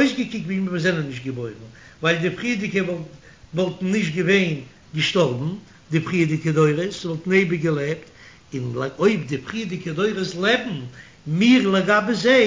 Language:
Yiddish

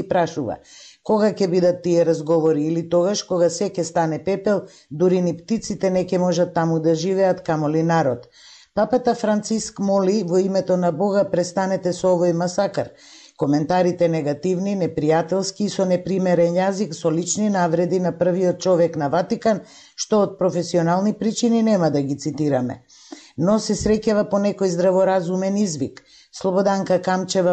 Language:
Macedonian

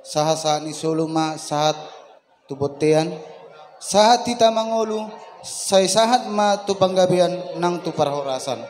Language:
Batak Toba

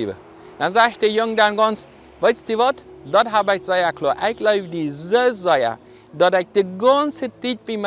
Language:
Plautdietsch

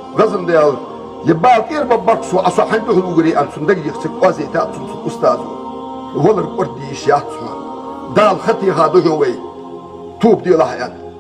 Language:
Ingush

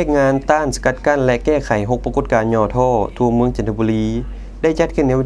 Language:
Lao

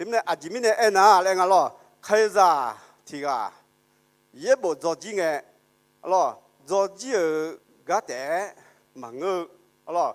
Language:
Akha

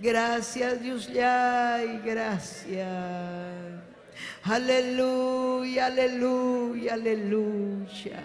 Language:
Ayacucho Quechua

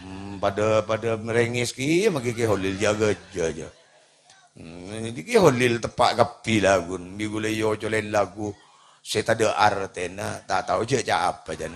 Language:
Madurese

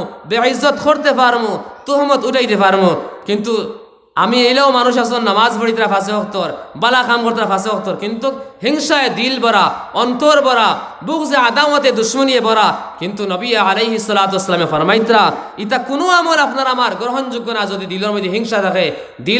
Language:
Sylheti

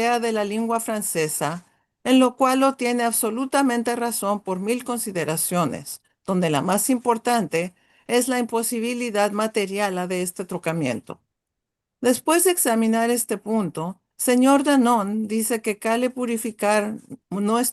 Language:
Ladino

